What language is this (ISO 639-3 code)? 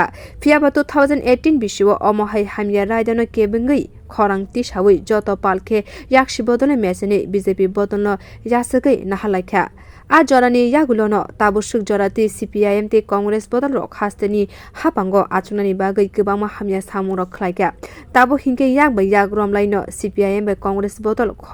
trp